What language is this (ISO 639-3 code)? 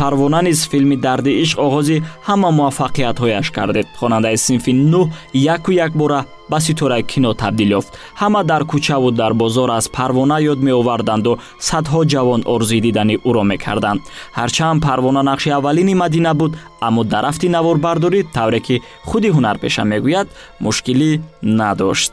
tgk